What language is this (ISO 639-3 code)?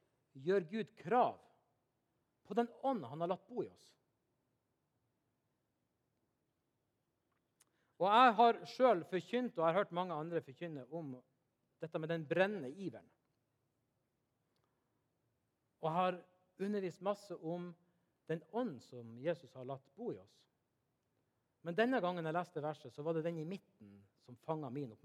nor